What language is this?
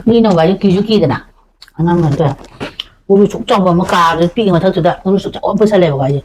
Manipuri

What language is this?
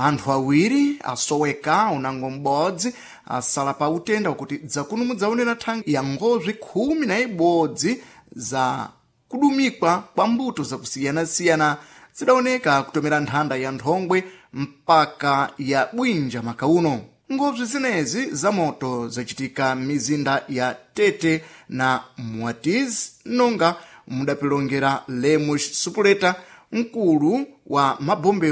Sena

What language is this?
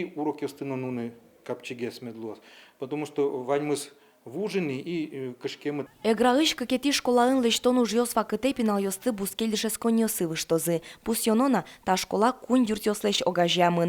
Udmurt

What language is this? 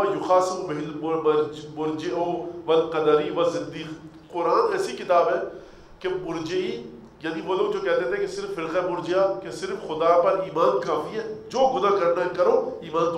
Urdu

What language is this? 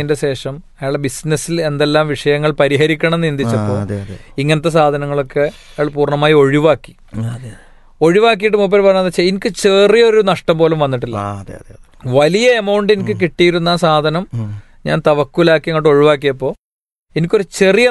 Malayalam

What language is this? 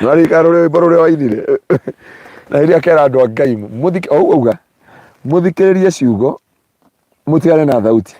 Kikuyu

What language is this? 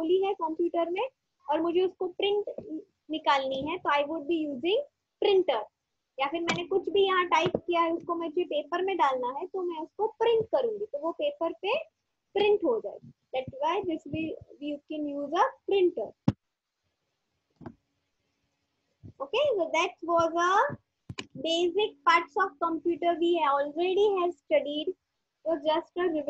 Hindi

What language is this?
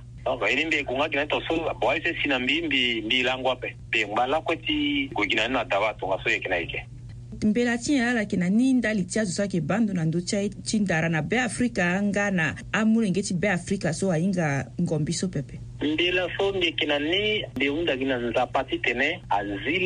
Sango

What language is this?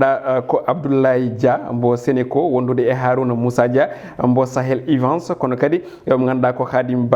Fula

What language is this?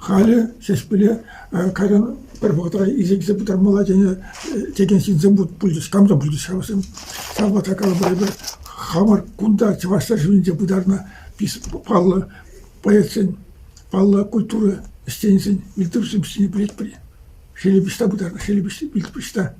Chuvash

